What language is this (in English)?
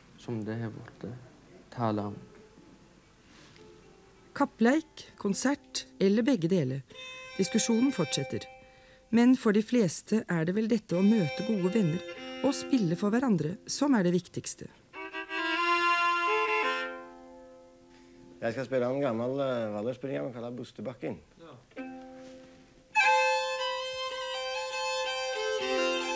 Norwegian